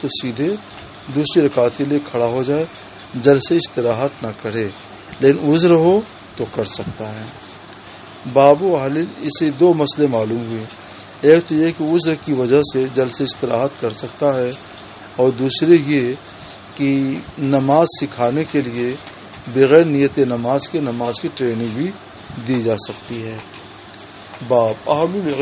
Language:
Urdu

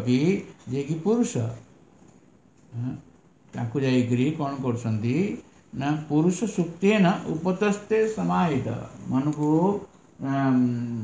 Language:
Odia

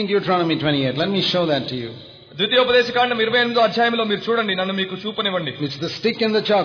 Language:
Telugu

